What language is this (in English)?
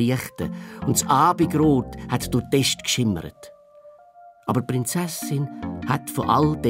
Swiss German